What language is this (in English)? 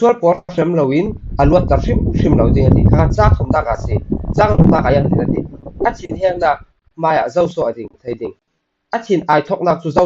Falam Chin